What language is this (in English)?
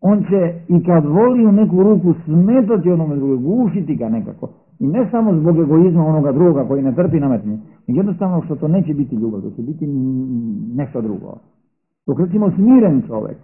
Serbian